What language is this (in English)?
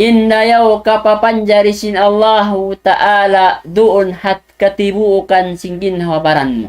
Tausug